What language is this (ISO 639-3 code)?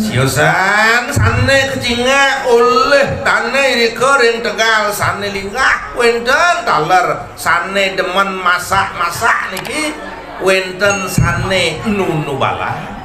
ban